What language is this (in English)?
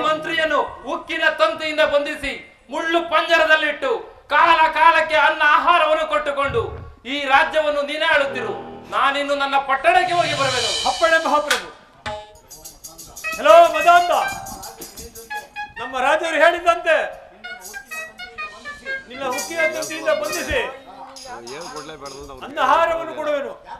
Kannada